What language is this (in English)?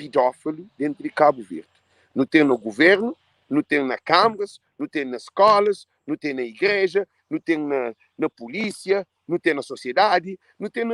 Kabuverdianu